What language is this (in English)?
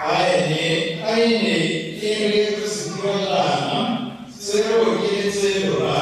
Tswana